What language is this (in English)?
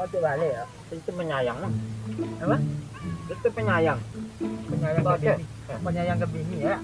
Minangkabau